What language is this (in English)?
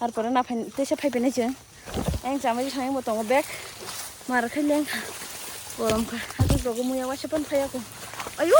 Kok Borok